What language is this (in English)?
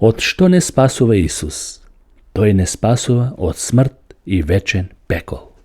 Macedonian